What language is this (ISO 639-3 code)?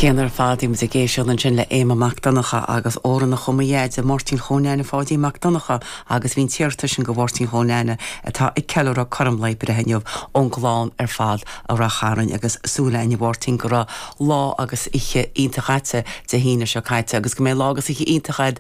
gle